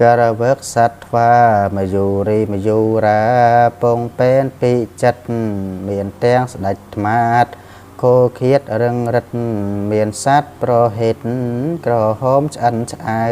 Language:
Khmer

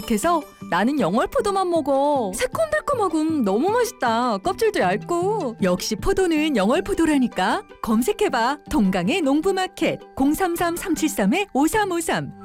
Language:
Korean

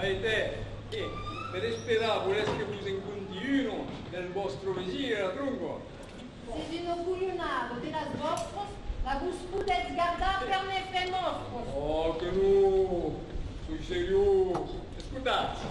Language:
Occitan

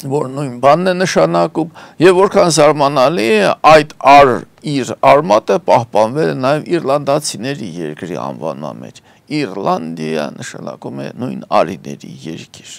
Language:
Armenian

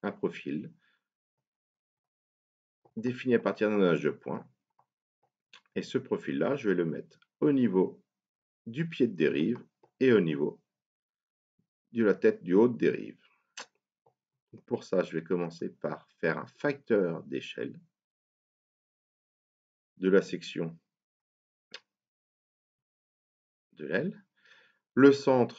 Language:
French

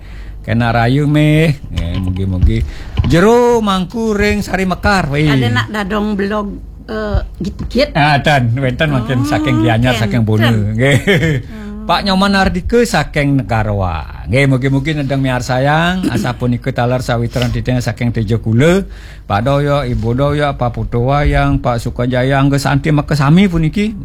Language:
Balinese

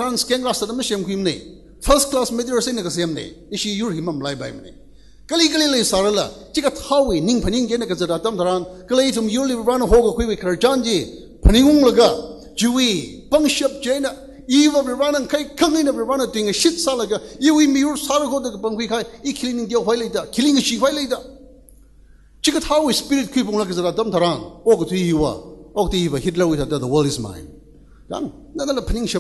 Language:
Tangkhul Naga (India)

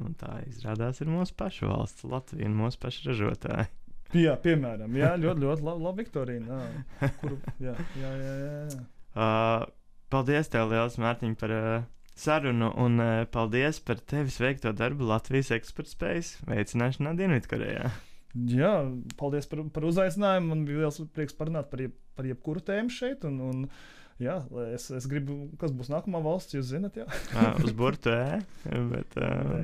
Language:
Latvian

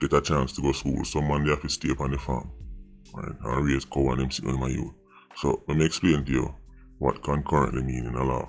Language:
Jamaican Creole English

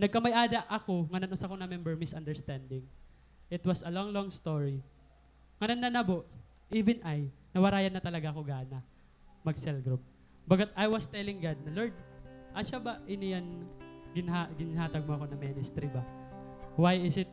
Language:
Waray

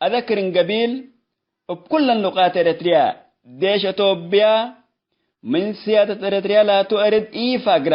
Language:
Tigre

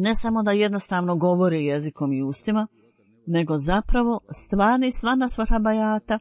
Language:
Bosnian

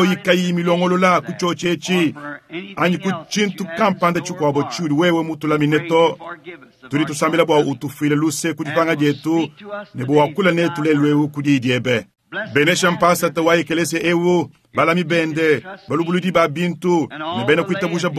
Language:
Luba-Lulua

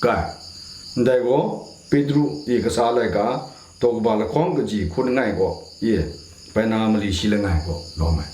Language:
Kachin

